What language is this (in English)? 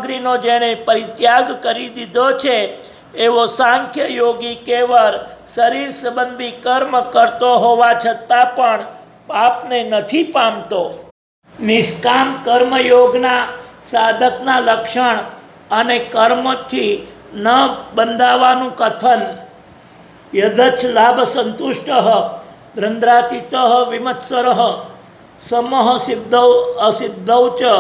Gujarati